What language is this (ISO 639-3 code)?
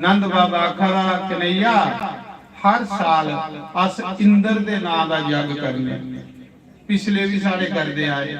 doi